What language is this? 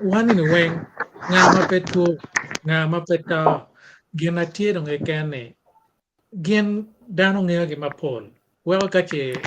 Acoli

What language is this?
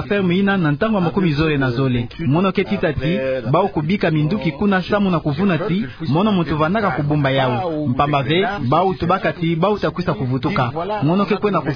Kituba (Democratic Republic of Congo)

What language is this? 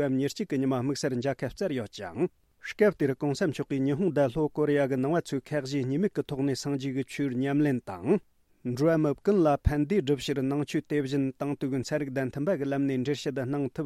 Tibetan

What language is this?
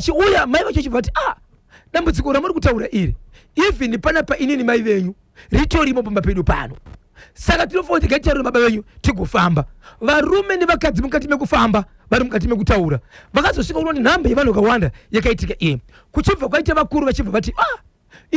Shona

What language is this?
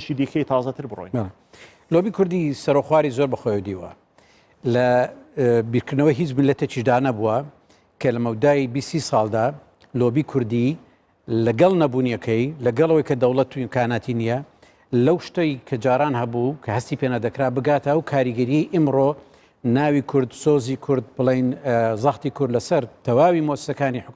Central Kurdish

